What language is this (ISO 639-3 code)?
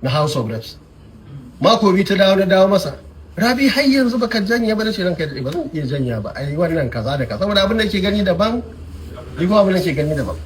hau